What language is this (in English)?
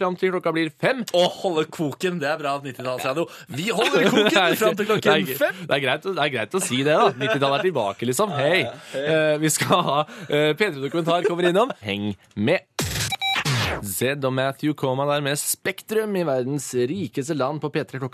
Norwegian